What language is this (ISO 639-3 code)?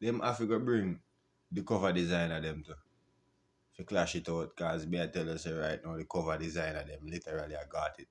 jam